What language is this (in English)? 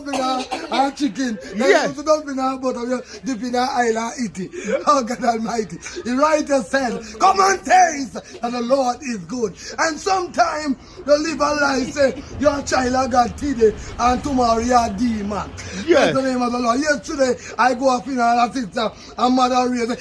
Jamaican Creole English